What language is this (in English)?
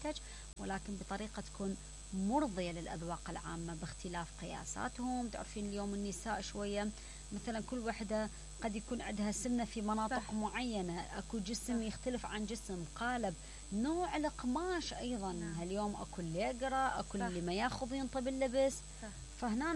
Mesopotamian Arabic